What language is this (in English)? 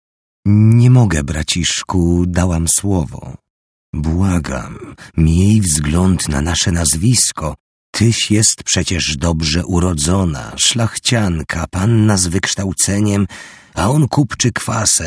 Polish